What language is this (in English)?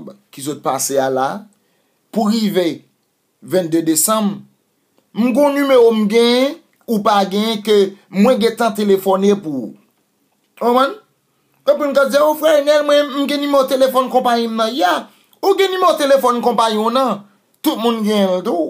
Haitian Creole